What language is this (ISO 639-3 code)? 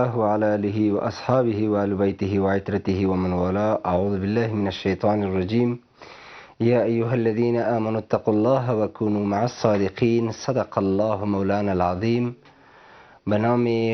fas